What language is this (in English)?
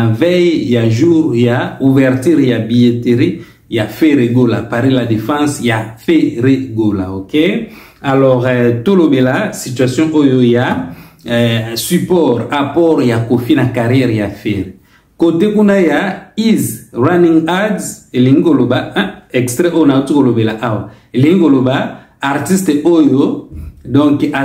Lingala